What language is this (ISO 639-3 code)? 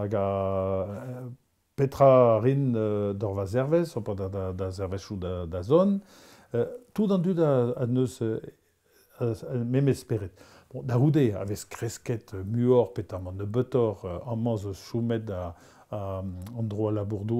bre